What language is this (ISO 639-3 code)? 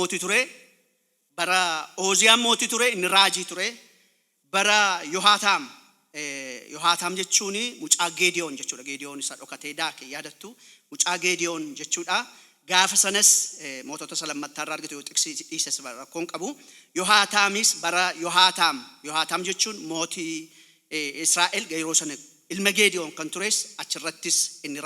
orm